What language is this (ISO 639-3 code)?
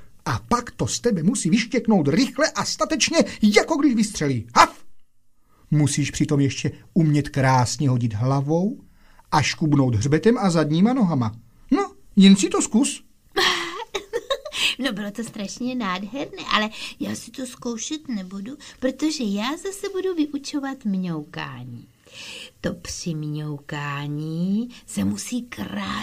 ces